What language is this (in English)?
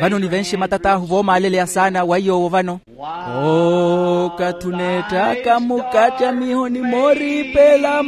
Makhuwa